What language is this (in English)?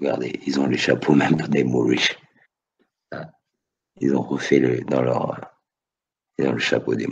French